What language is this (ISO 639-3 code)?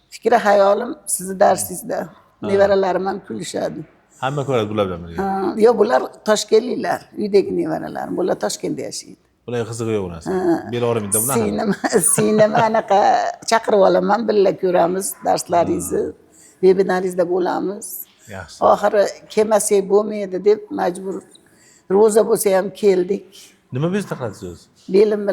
uzb